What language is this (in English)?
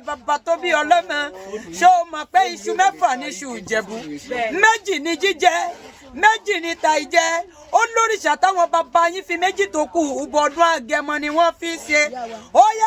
Yoruba